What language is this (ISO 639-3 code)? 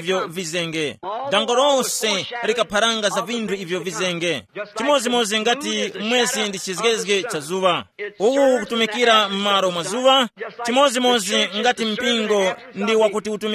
tum